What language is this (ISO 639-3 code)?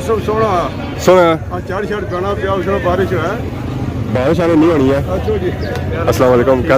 phr